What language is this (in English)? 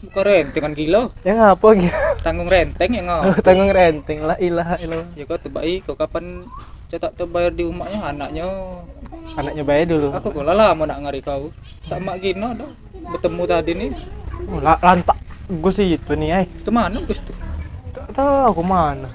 Musi